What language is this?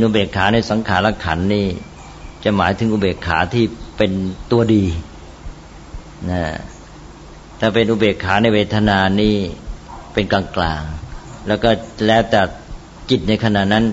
Thai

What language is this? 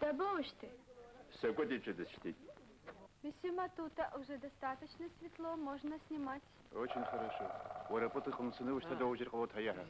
Abkhazian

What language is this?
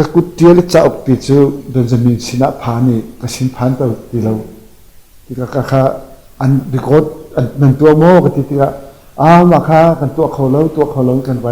Hakha Chin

